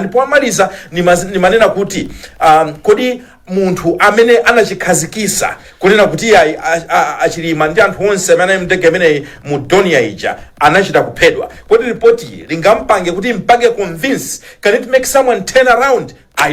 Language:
Nyanja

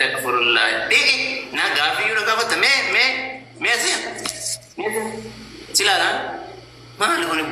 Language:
Oromo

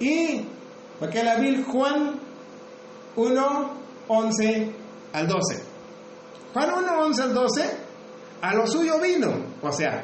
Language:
Tzotzil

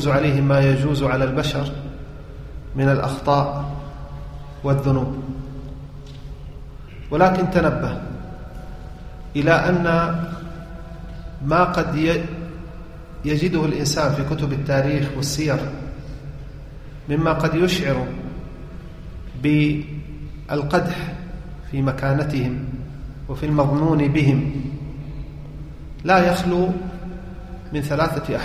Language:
Arabic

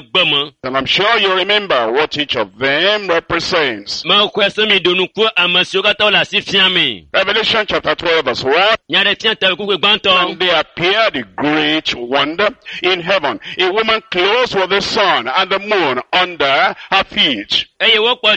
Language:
Ewe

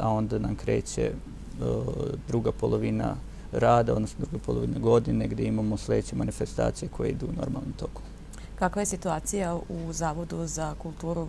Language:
Serbian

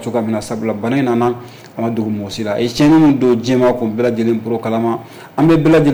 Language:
Bambara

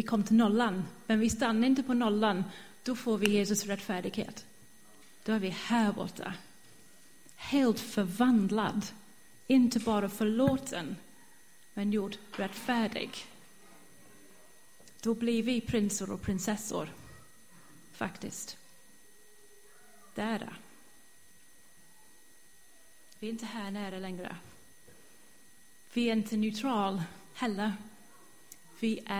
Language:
Swedish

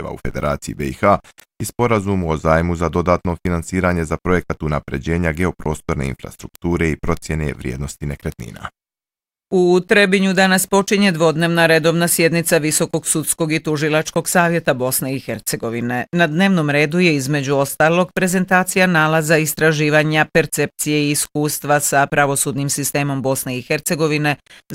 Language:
Bosnian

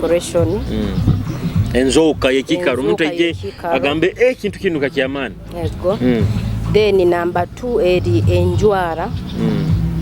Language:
Nyoro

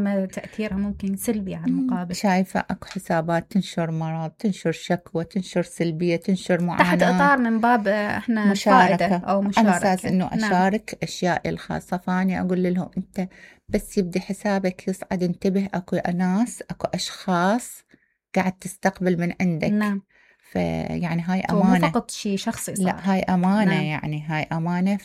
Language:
Mesopotamian Arabic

